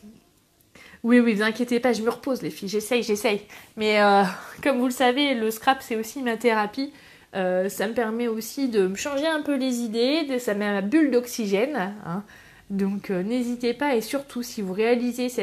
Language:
French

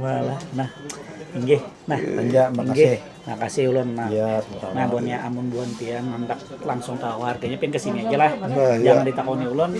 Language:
Banjar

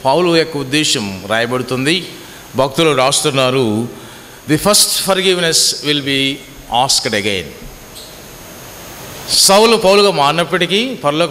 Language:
Telugu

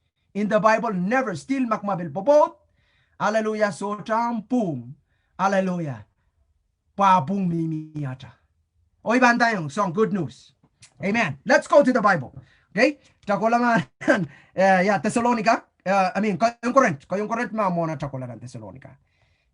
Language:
Pohnpeian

